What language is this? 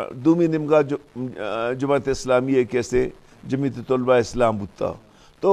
Baluchi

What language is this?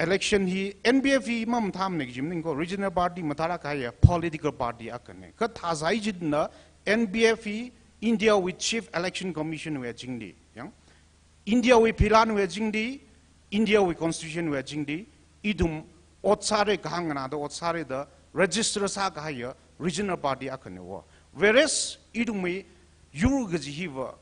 Tangkhul Naga (India)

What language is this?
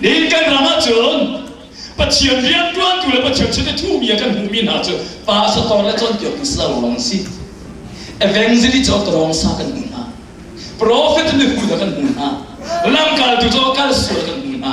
Hakha Chin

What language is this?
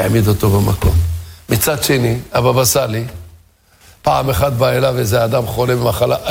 Hebrew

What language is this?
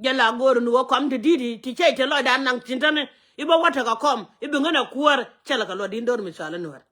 Nuer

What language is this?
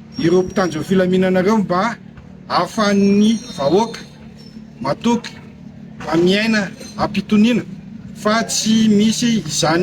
Malagasy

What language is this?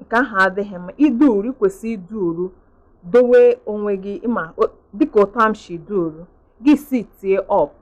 Igbo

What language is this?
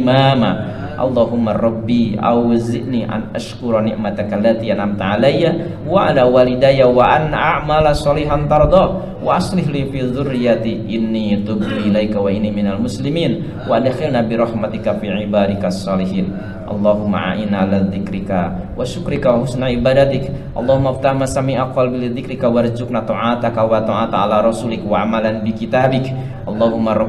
Indonesian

